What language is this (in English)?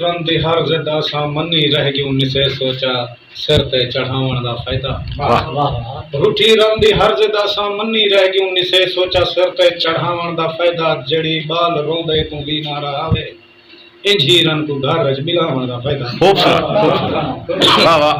Saraiki